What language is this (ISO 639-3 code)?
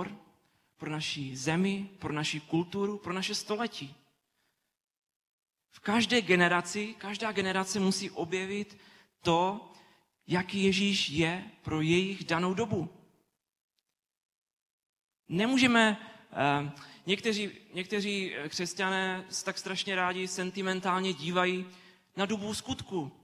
ces